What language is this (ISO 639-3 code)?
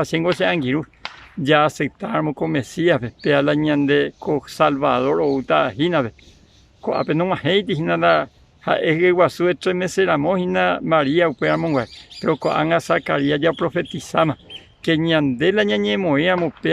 grn